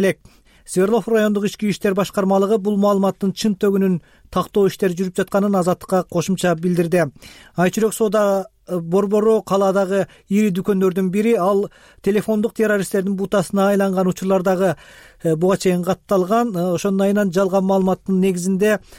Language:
Kyrgyz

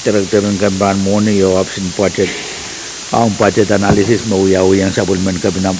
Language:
Pohnpeian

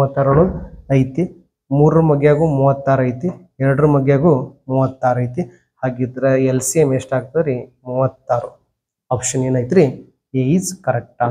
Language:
Kannada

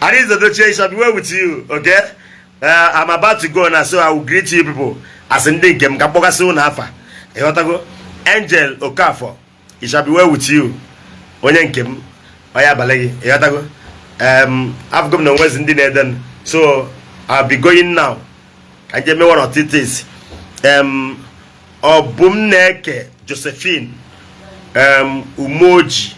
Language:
Igbo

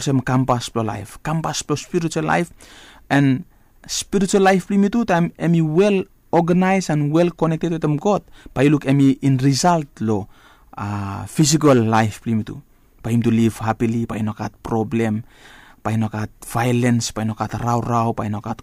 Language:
Bislama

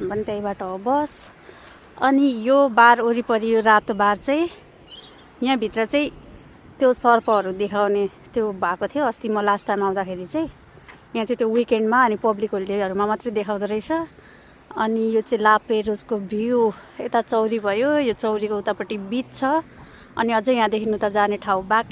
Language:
Nepali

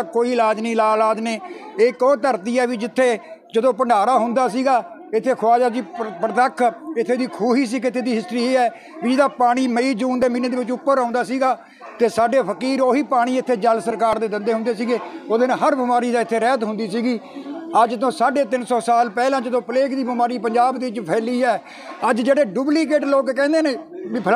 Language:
Punjabi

